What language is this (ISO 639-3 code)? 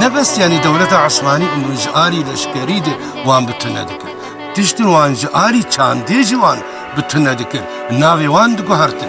kur